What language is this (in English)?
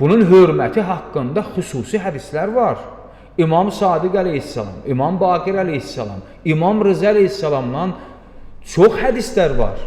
Azerbaijani